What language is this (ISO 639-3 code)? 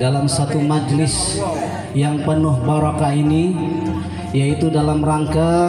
bew